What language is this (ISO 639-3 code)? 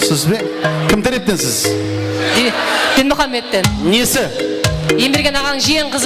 kaa